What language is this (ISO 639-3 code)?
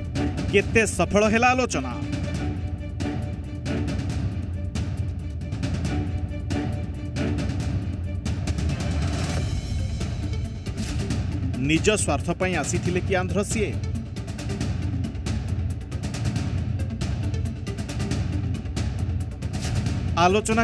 ori